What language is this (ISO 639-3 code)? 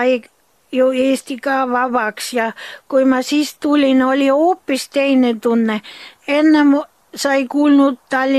est